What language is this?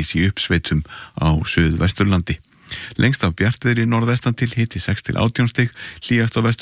Icelandic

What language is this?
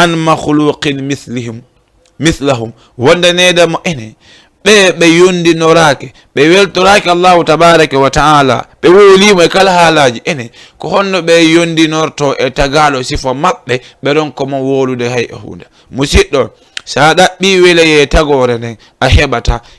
Fula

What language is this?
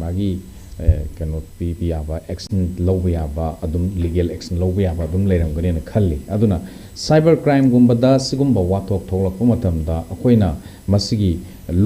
Manipuri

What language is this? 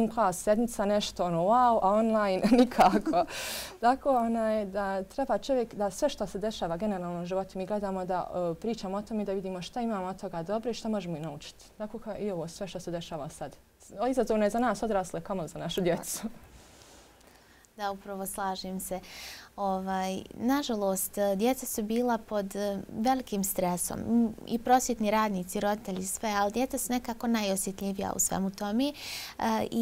Bosnian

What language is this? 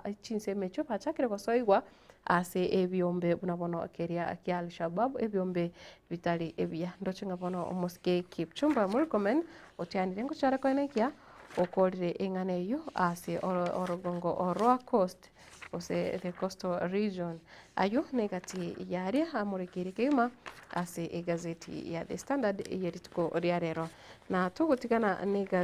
Gusii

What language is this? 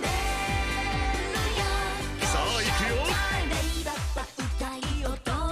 Japanese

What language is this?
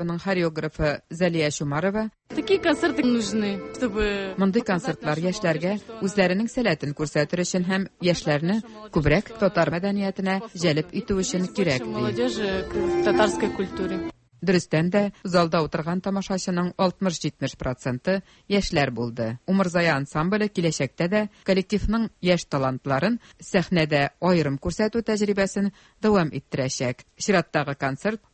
Tatar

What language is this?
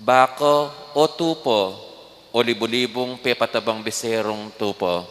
Pampanga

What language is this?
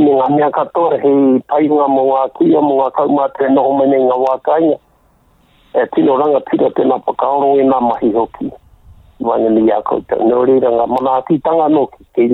Māori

